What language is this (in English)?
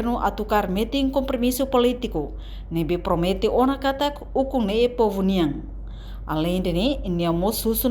Tetum